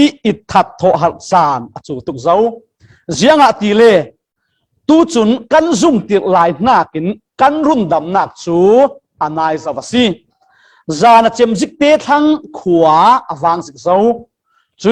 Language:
Falam Chin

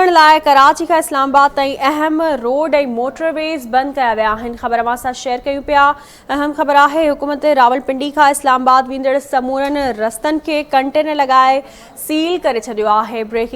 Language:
Sindhi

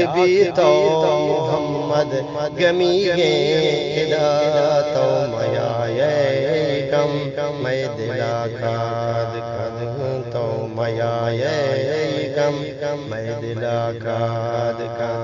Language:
Eastern Balochi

